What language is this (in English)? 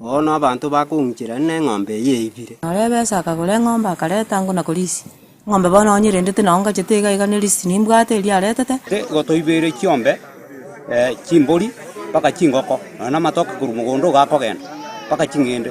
Gusii